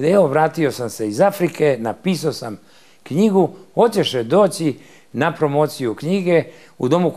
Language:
Serbian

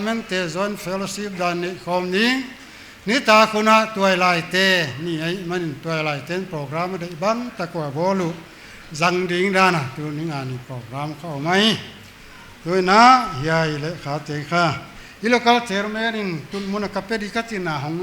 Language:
Paite Chin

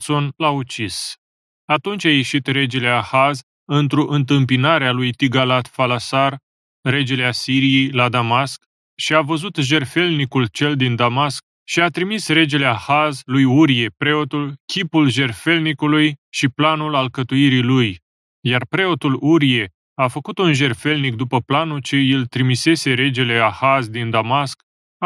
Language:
Romanian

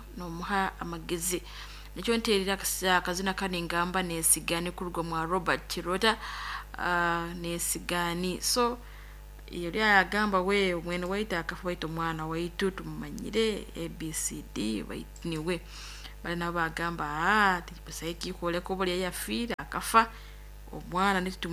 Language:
Nyoro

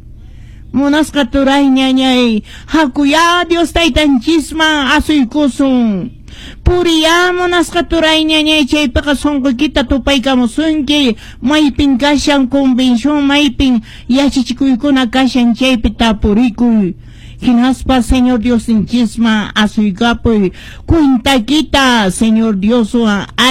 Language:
Quechua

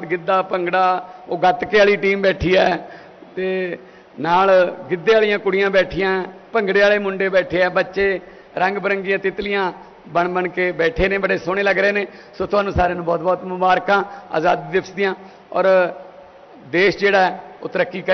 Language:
Punjabi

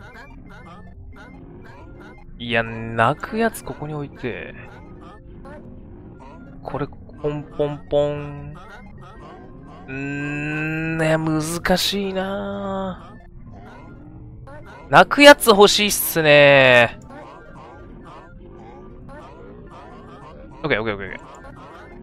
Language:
Japanese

